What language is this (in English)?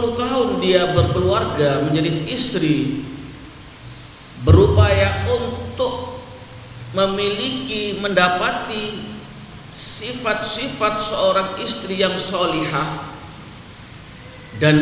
Indonesian